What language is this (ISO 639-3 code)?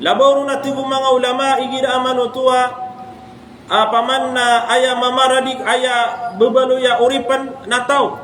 mrw